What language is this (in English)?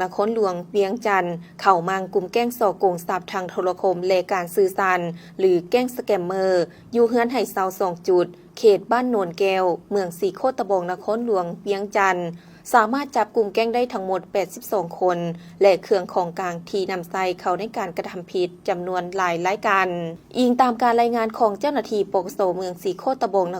Lao